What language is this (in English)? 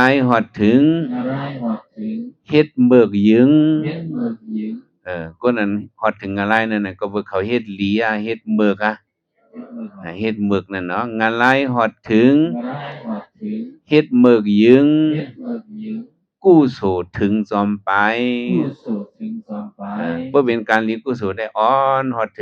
Shan